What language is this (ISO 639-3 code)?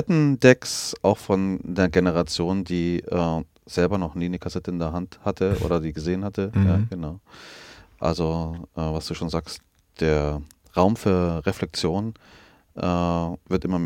deu